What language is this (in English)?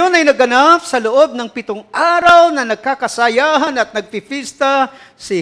Filipino